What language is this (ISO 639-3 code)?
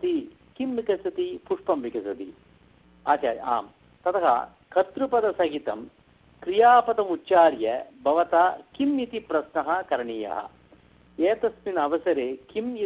san